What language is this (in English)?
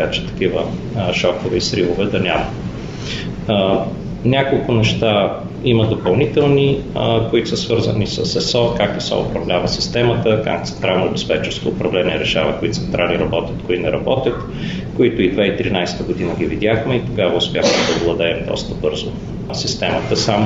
Bulgarian